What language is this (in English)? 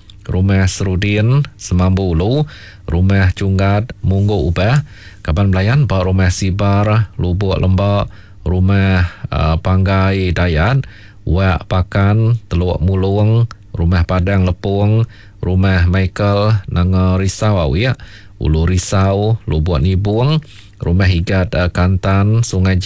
Iban